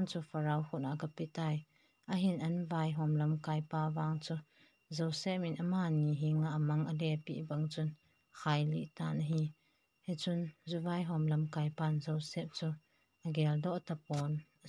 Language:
Thado Chin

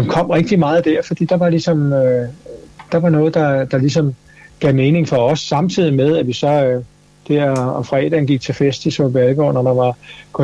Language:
Danish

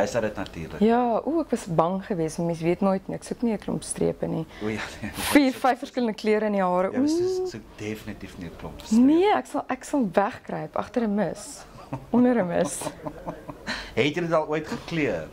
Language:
Afrikaans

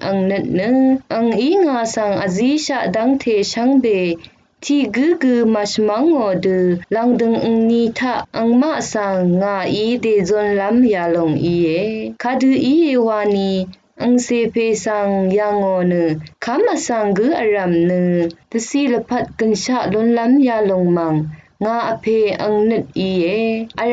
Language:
Rawang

